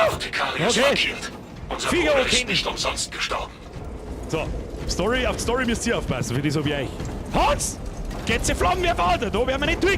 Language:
Bavarian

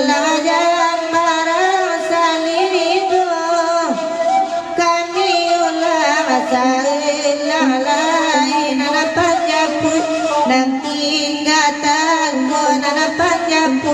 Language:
Minangkabau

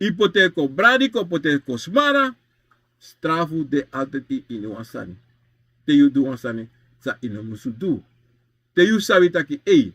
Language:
Sranan Tongo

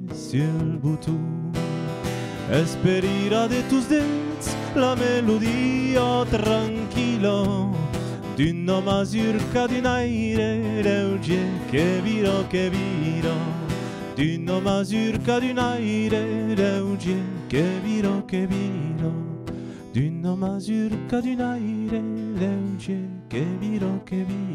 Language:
Occitan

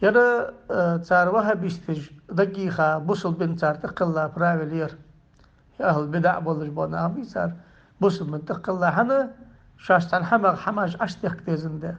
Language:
Ingush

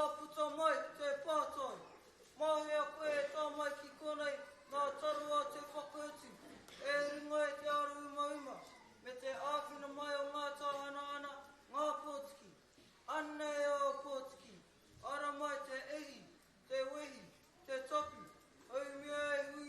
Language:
Māori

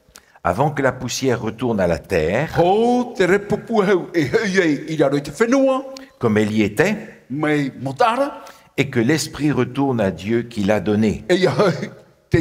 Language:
Tahitian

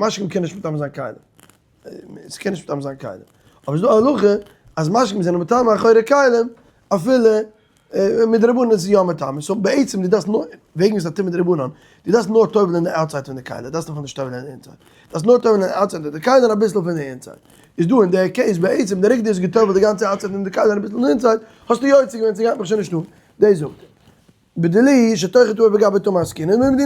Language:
Yiddish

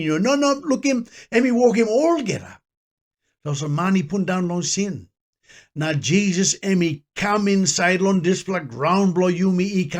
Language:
Tok Pisin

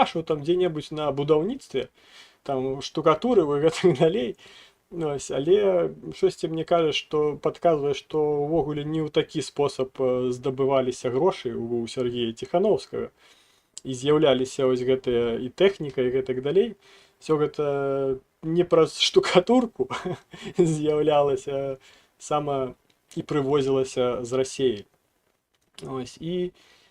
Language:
Belarusian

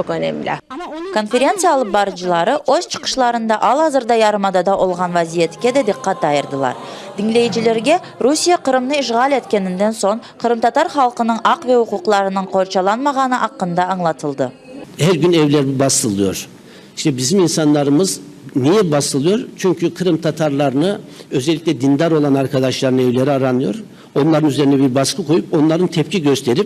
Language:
Crimean Tatar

